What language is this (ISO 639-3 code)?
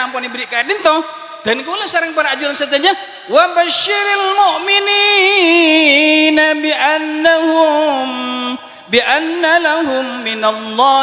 mad